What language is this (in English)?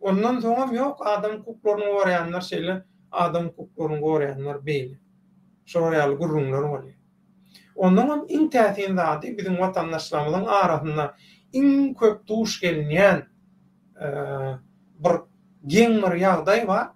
Turkmen